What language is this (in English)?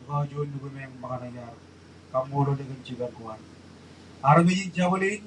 Marshallese